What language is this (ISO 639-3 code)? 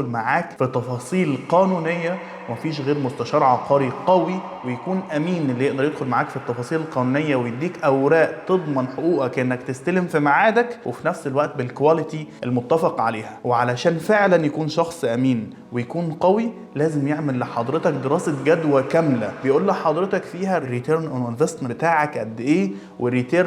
arz